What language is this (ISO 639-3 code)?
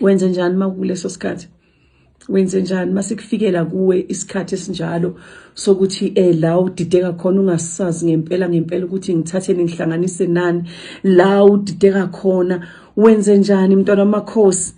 zul